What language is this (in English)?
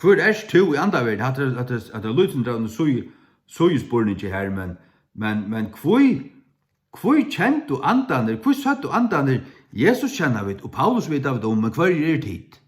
Faroese